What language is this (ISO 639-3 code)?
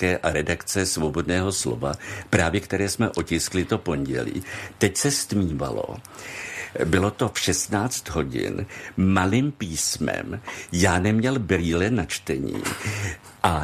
ces